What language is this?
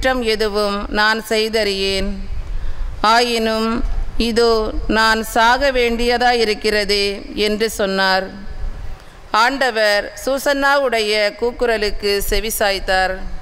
Tamil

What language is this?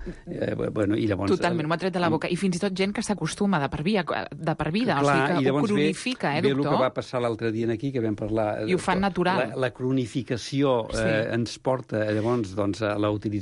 Catalan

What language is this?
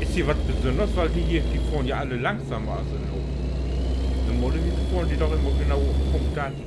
Low German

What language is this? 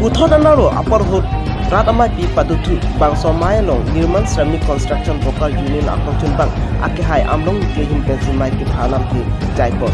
Karbi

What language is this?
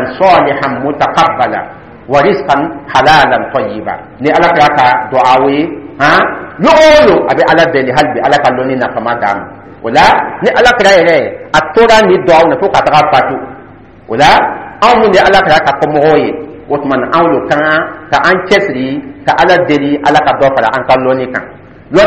Dyula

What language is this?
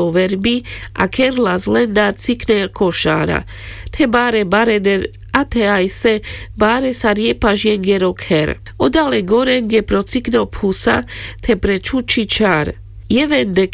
Carpathian Romani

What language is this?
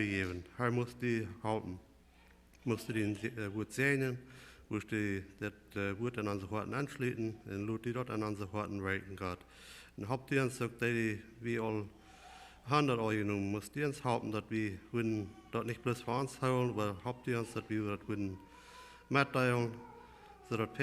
Plautdietsch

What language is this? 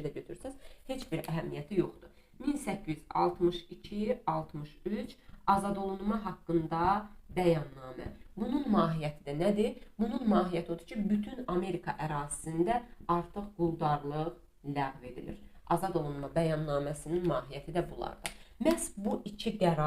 Azerbaijani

